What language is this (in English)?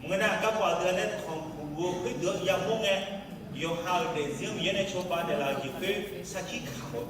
Akha